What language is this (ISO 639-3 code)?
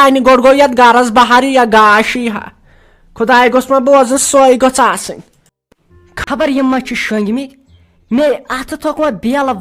kas